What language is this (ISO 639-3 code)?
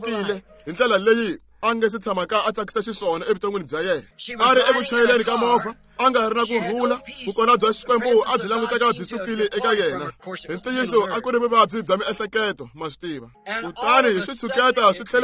tso